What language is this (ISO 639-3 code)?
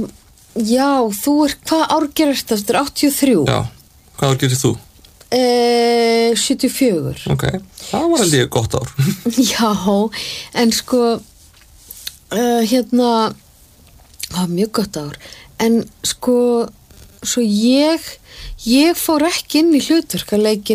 isl